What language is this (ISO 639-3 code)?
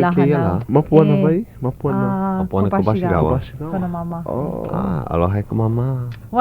haw